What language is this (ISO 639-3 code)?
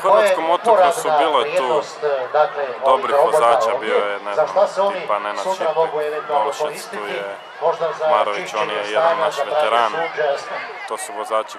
hrv